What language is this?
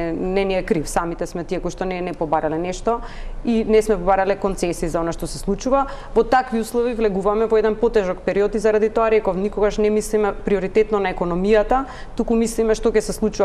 Macedonian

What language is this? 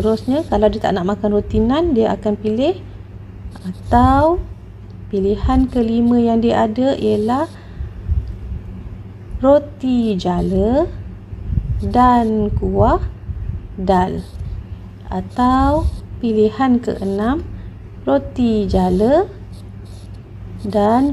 Malay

